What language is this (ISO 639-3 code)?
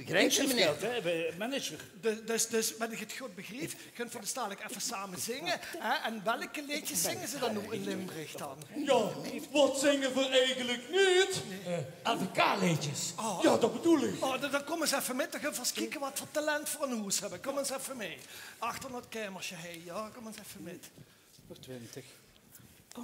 lim